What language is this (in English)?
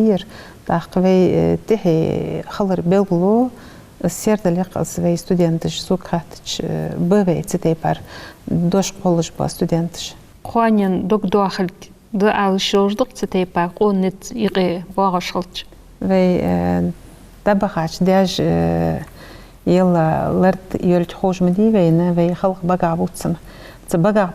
Ingush